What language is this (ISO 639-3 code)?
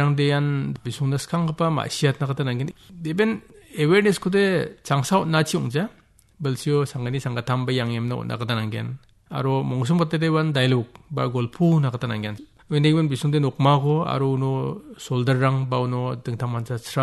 grt